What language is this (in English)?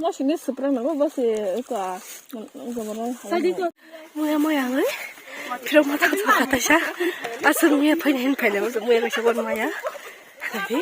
Kok Borok